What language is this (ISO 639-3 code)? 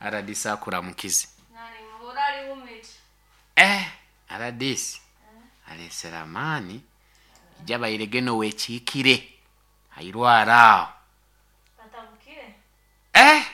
nyo